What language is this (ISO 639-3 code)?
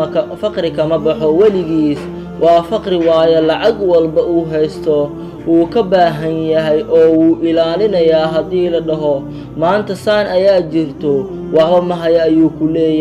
som